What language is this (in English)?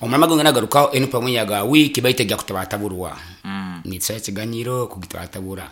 Nyoro